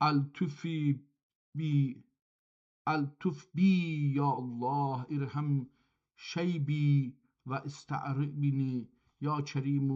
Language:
South Azerbaijani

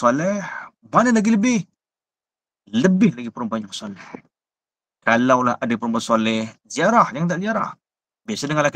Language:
Malay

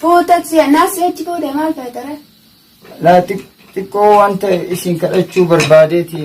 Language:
Oromo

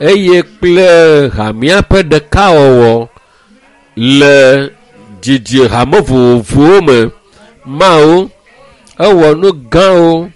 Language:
Ewe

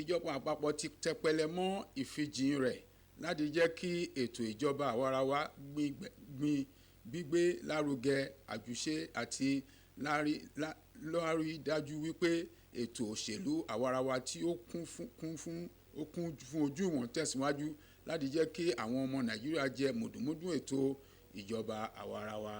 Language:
Yoruba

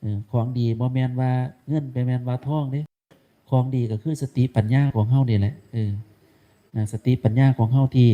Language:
Northeastern Thai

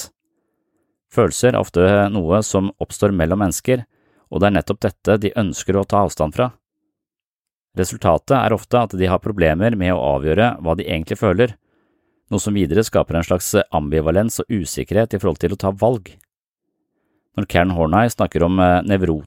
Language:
Norwegian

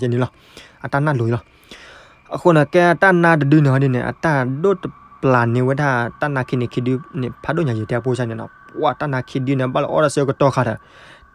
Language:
S'gaw Karen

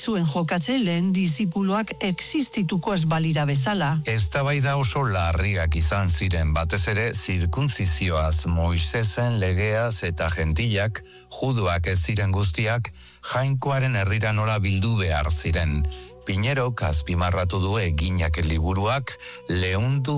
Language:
Basque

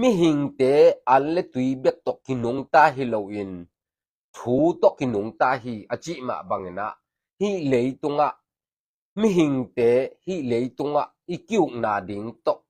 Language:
Tedim Chin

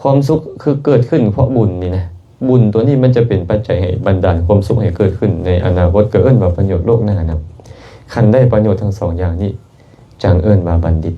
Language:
Lao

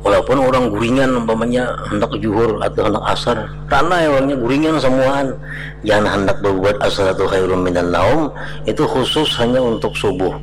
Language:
Banjar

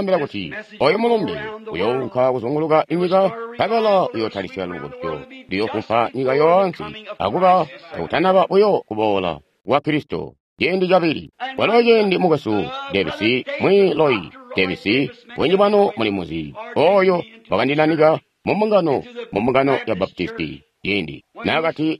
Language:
Tonga (Zambia)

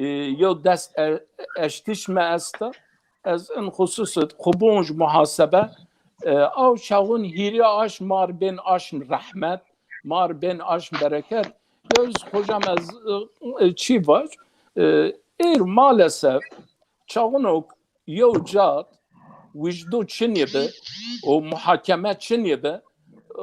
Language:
Zaza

